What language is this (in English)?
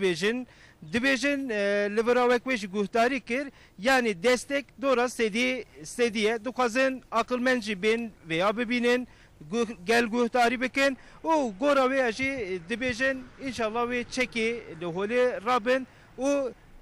Kurdish